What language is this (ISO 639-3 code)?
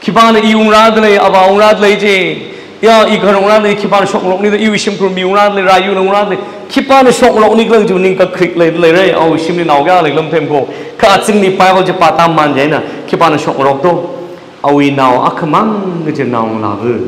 nmf